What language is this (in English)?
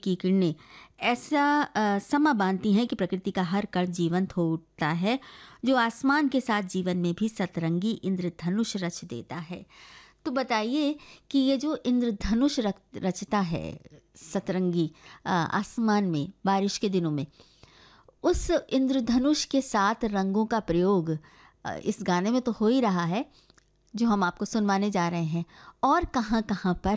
Hindi